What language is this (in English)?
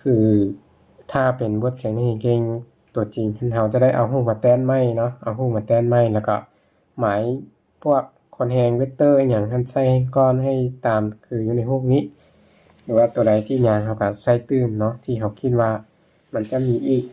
Lao